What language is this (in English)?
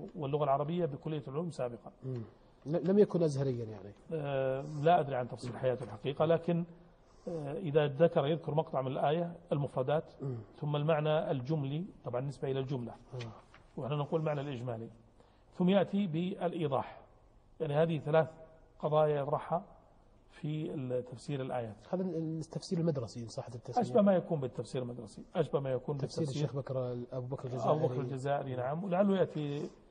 Arabic